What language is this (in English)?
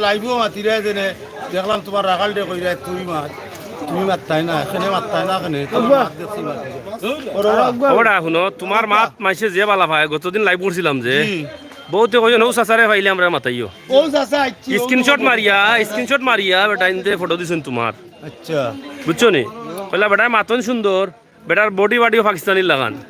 Sylheti